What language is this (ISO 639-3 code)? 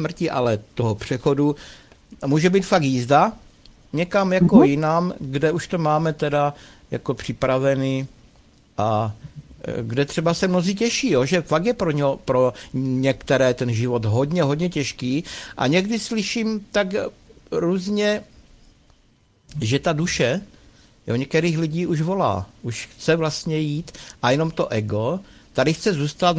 ces